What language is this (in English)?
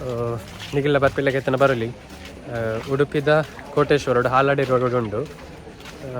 Tulu